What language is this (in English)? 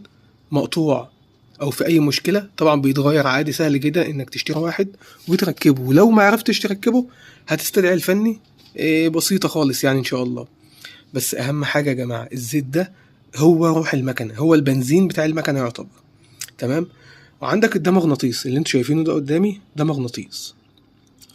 Egyptian Arabic